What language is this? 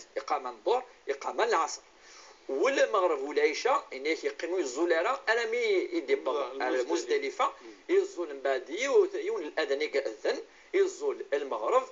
Kabyle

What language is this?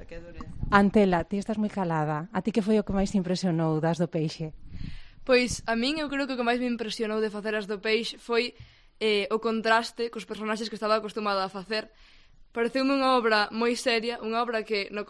Galician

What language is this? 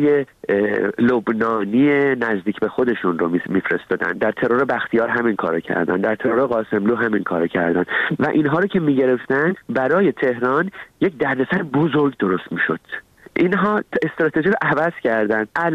Persian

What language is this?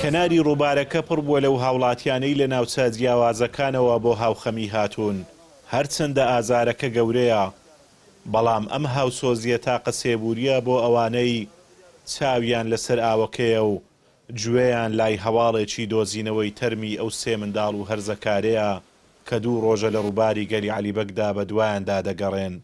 Central Kurdish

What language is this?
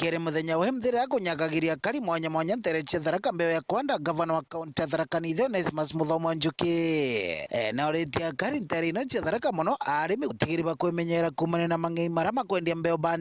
Meru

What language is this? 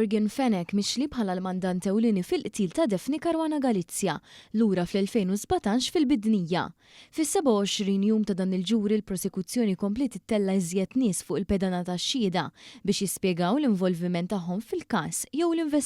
Maltese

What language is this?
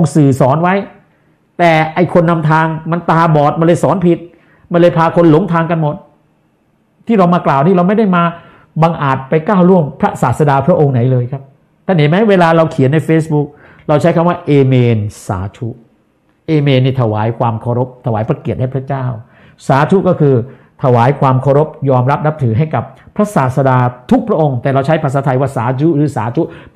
Thai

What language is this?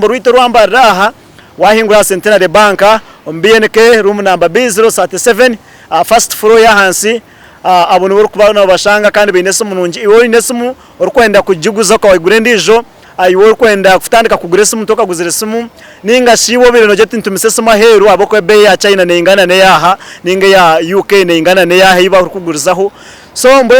Nyankole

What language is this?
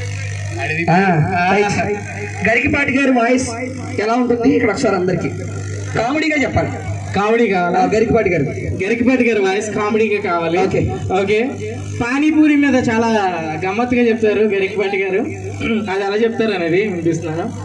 Telugu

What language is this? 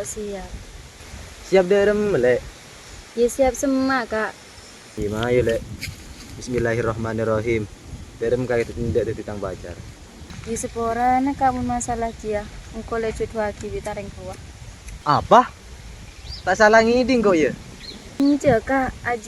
Madurese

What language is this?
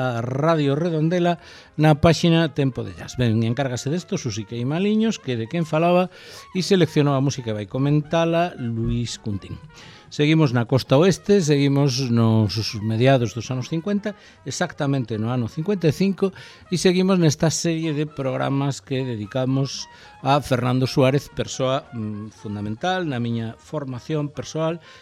Galician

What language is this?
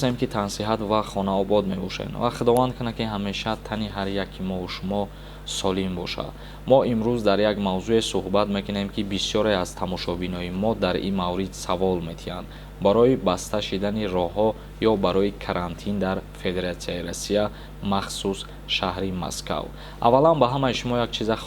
Tajik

